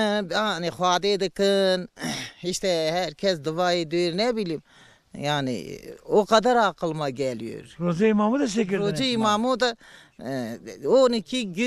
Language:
Zaza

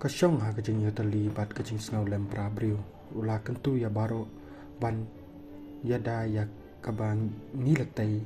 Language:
Khasi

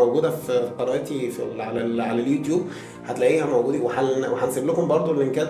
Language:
Egyptian Arabic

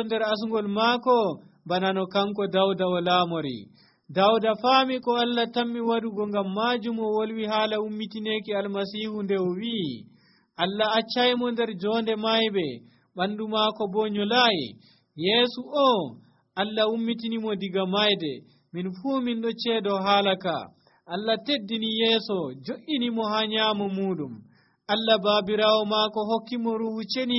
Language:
Nigerian Fulfulde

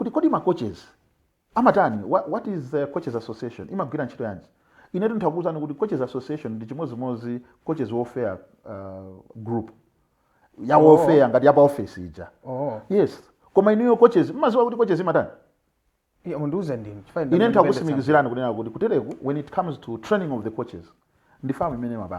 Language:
Nyanja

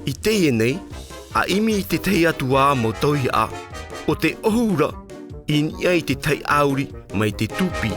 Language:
Tahitian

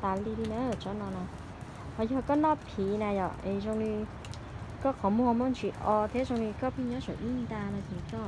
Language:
Hmong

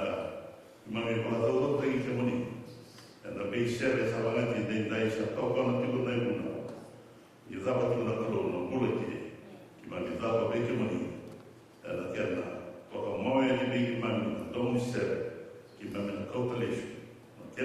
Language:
Fijian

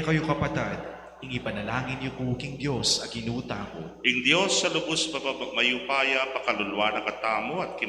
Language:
Pampanga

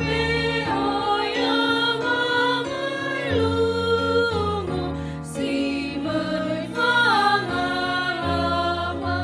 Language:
Nias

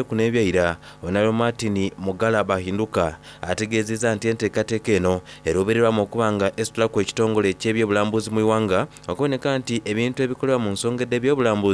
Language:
Soga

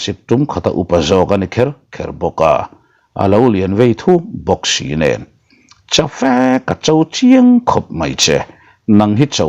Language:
Mizo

